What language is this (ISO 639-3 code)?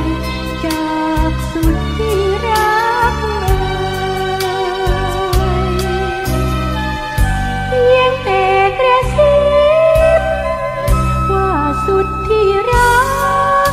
tha